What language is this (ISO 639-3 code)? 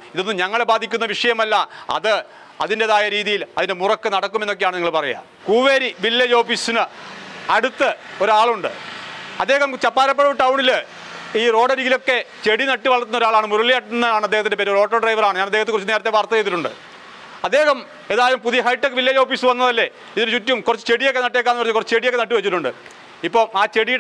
mal